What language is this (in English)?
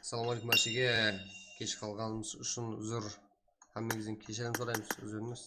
Kara-Kalpak